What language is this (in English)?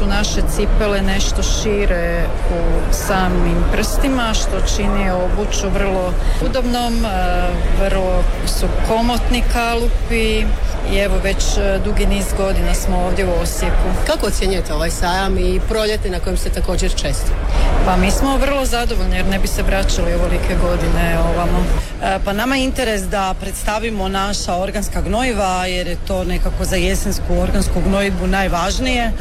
Croatian